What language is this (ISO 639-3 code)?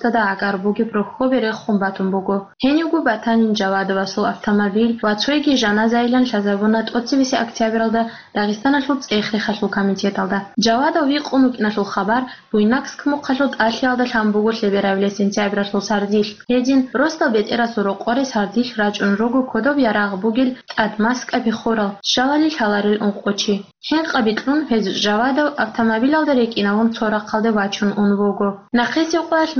ava